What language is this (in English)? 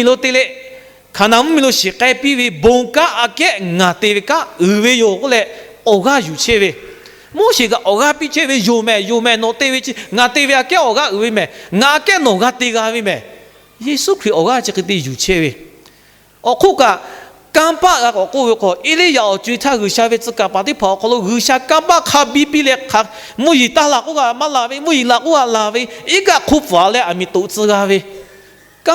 Lahu